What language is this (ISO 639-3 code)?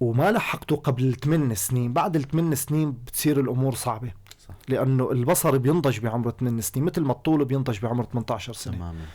apc